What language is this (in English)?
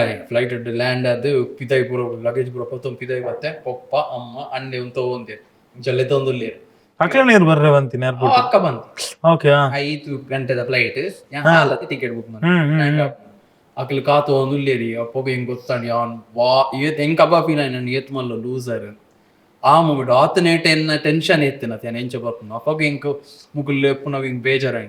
Tulu